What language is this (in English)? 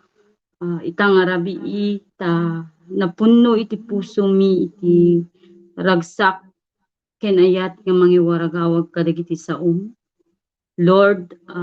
Iloko